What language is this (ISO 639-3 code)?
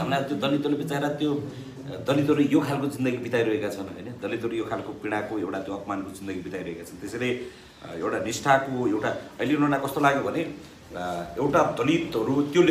nep